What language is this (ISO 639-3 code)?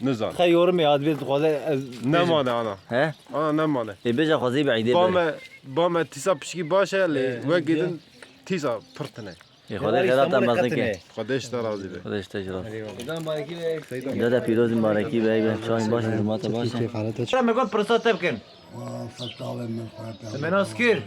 kur